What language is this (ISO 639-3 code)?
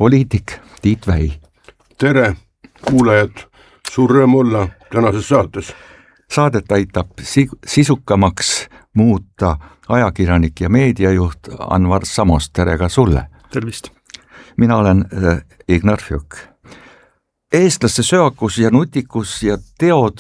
est